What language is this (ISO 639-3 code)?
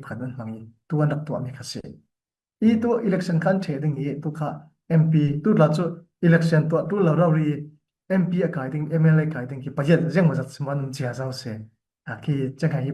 cfm